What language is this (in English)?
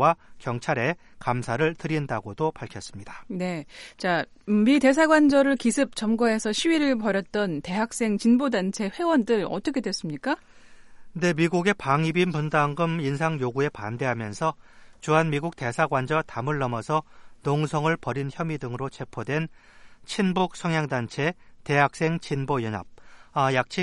Korean